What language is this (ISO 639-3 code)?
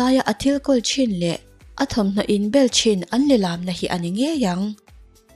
lus